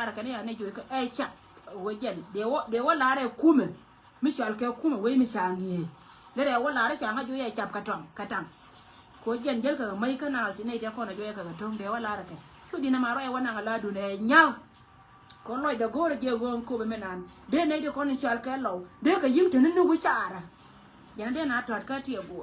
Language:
Nuer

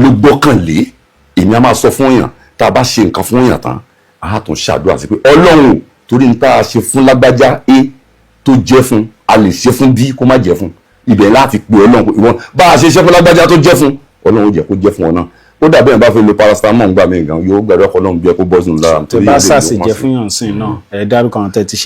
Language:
Yoruba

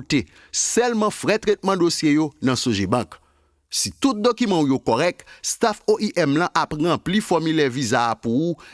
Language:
Haitian Creole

